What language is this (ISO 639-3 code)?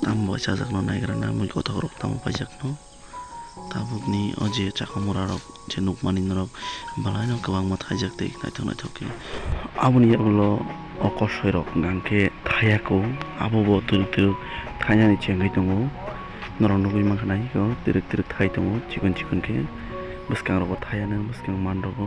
trp